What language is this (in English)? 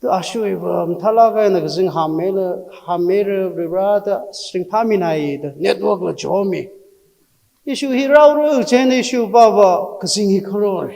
Tangkhul Naga (India)